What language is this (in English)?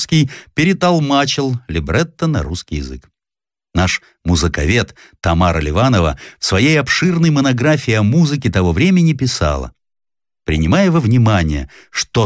Russian